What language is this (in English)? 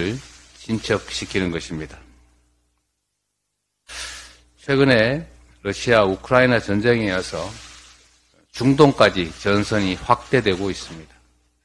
Korean